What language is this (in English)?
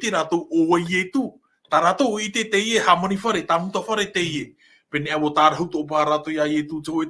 Tahitian